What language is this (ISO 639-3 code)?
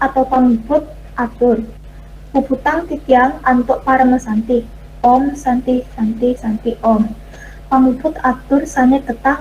ban